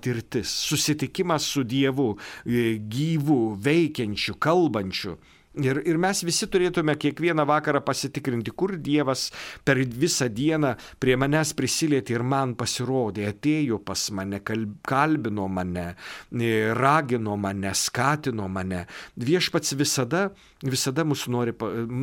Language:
Lithuanian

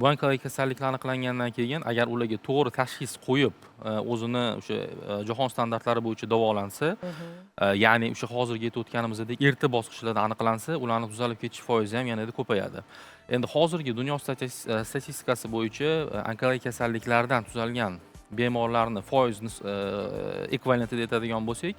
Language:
Uzbek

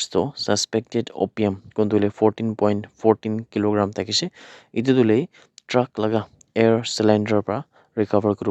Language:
Naga Pidgin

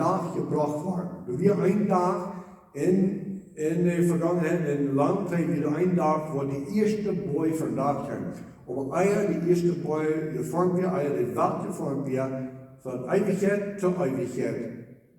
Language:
Plautdietsch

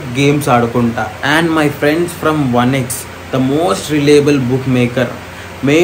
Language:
Telugu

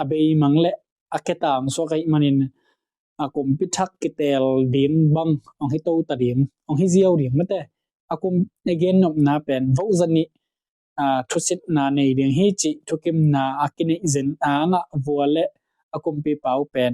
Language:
Tedim Chin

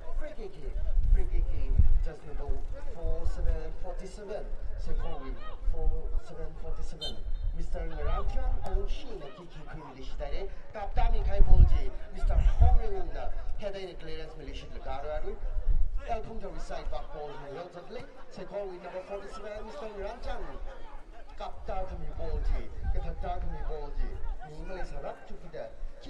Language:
Tangkhul Naga (India)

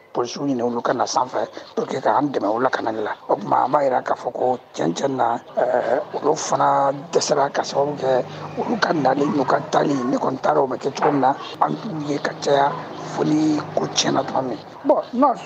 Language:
Bambara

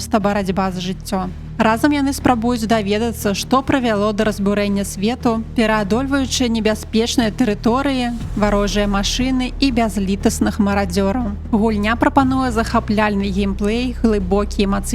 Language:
Belarusian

